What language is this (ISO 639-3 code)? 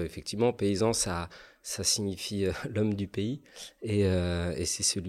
fra